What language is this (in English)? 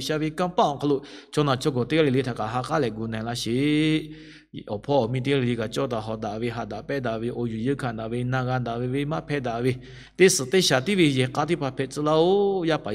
Lahu